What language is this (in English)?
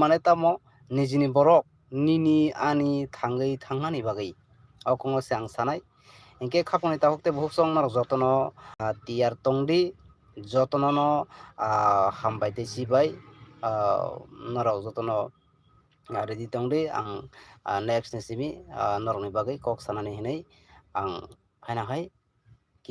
Kok Borok